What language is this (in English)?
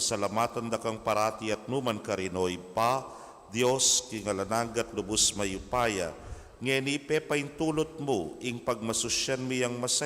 Pampanga